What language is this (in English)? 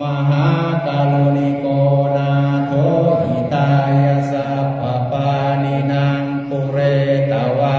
Pali